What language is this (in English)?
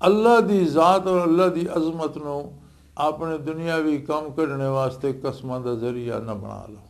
Western Panjabi